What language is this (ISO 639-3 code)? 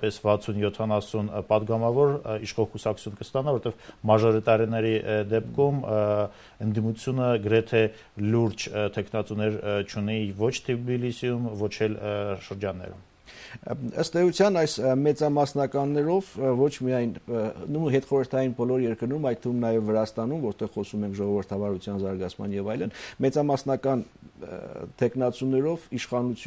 hye